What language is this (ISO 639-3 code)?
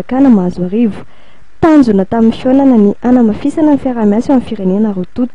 mlg